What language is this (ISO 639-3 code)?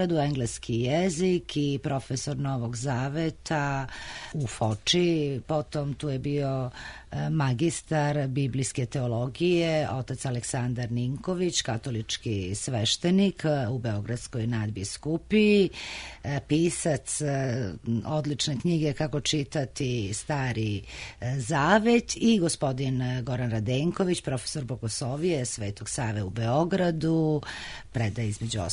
srp